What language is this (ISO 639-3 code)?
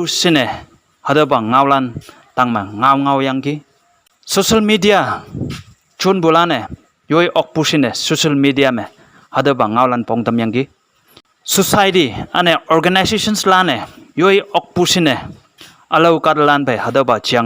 nbe